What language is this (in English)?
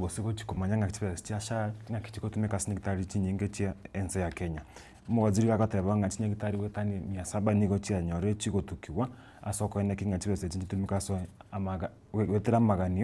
Gusii